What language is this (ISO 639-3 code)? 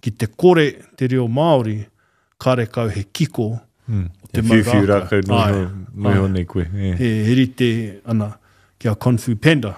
mri